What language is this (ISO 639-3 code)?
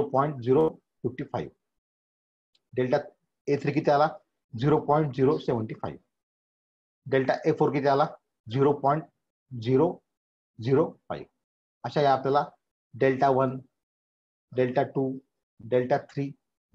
mar